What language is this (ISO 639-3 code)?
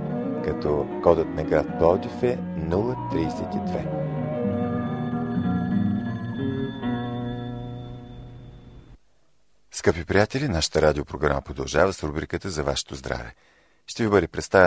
bul